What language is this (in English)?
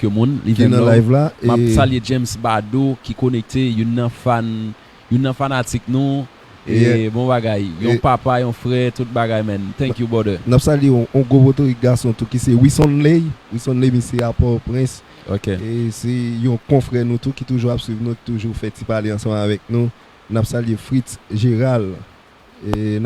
Haitian Creole